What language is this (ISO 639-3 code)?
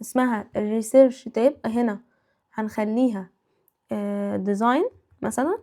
arz